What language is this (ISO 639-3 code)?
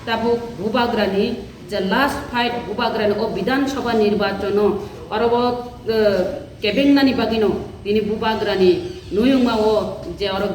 trp